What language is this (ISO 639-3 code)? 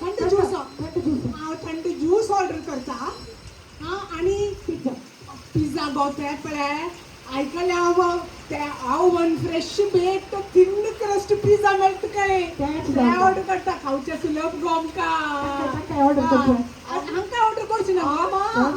kok